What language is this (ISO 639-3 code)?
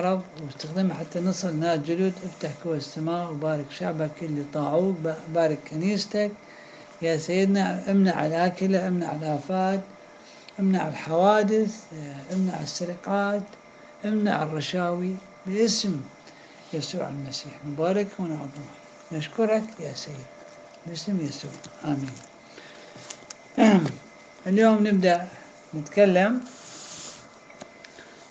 ara